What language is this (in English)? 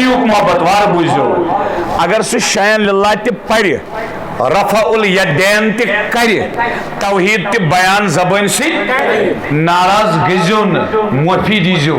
Kashmiri